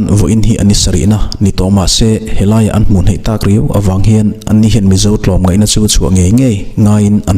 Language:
Mizo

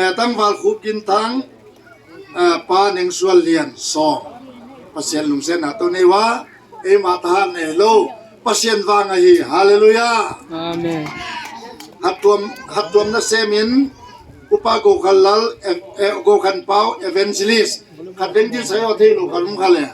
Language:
Tedim Chin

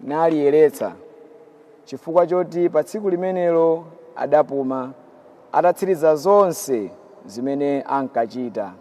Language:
Nyanja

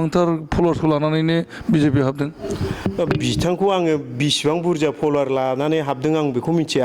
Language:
Bodo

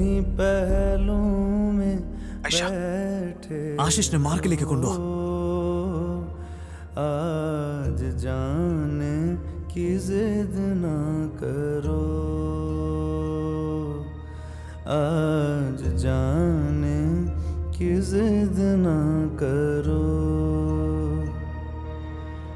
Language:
Malayalam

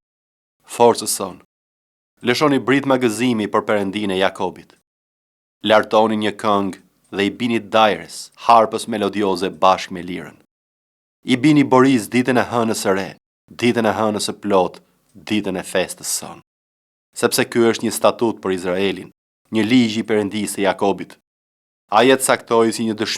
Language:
Albanian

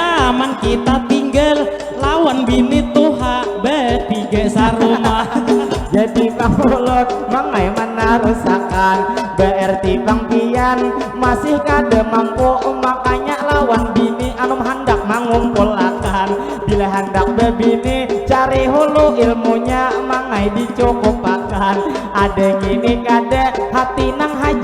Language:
Banjar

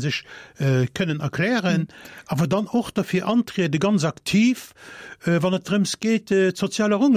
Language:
Luxembourgish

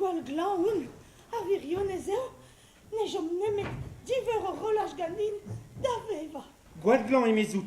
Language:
Breton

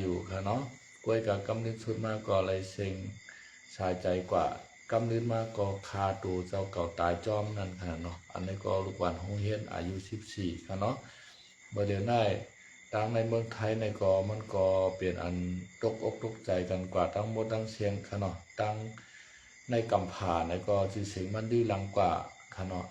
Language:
Shan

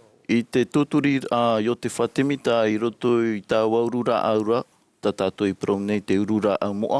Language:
Tahitian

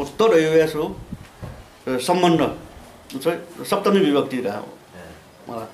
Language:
Newari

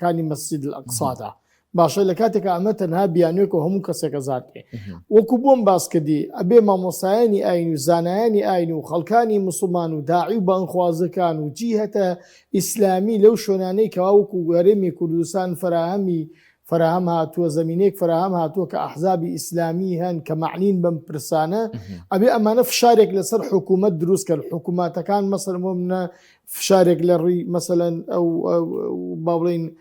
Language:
Central Kurdish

